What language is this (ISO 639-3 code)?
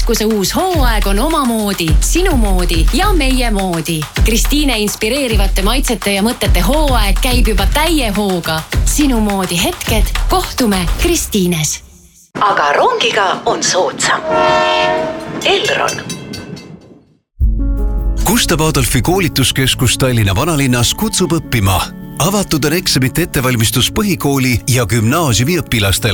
est